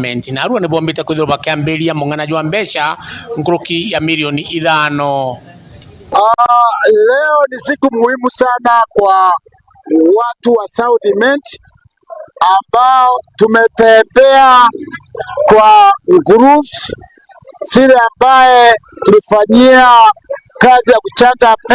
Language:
Meru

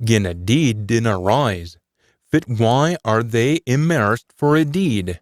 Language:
Scots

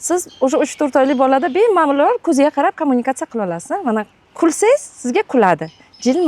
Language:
Uzbek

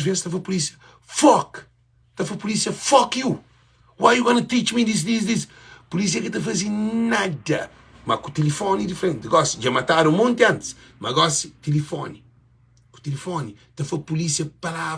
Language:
Kabuverdianu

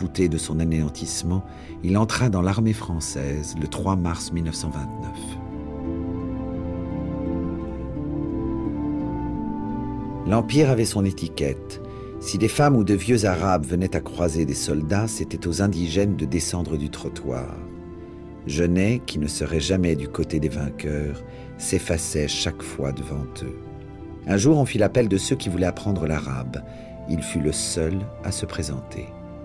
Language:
French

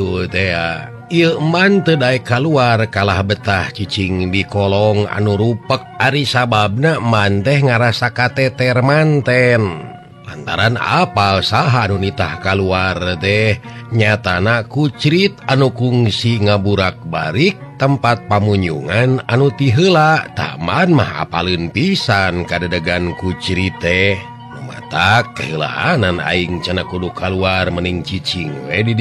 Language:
Sundanese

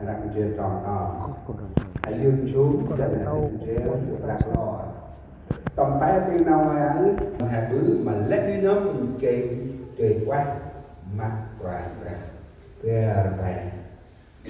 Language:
Central Mnong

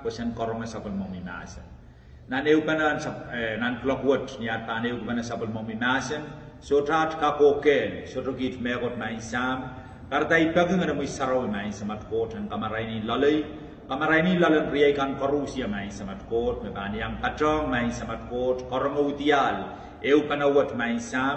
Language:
Pohnpeian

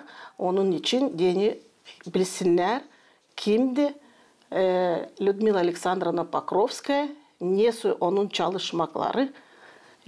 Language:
Gagauz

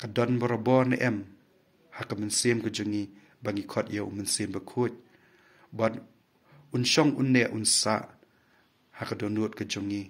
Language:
Khasi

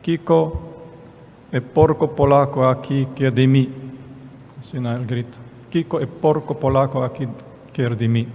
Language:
Papiamento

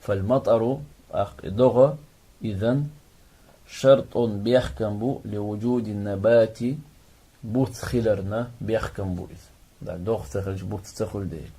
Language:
Chechen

